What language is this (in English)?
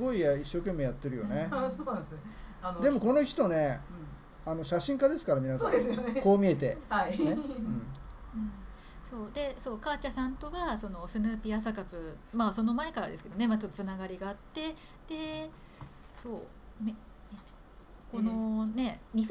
Japanese